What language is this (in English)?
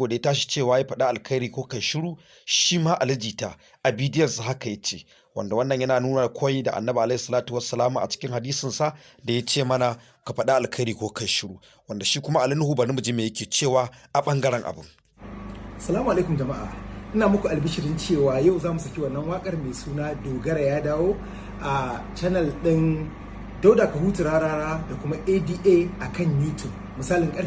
Hausa